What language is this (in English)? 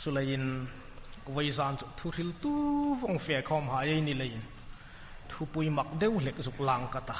Hmar